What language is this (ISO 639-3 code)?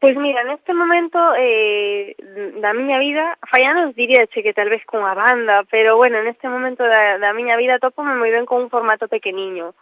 glg